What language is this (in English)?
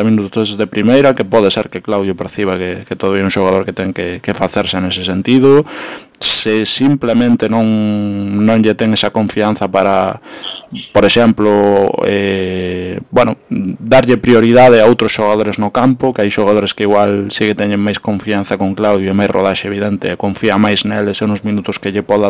Galician